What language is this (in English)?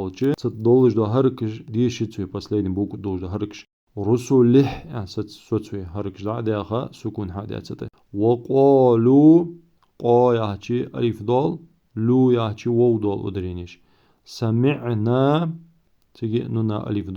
Ingush